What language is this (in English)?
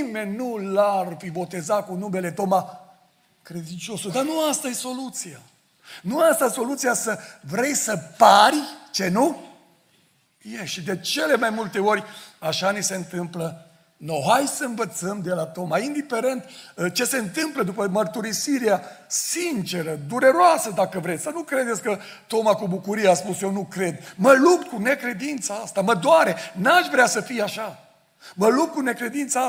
Romanian